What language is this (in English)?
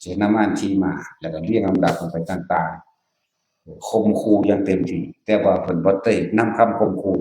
Northeastern Thai